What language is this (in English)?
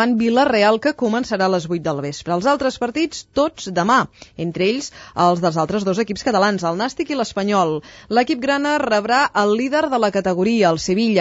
Catalan